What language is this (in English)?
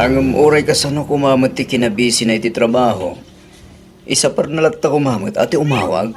Iloko